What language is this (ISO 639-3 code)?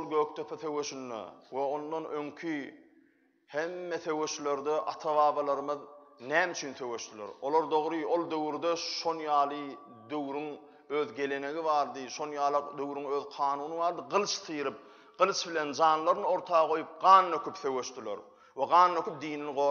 tuk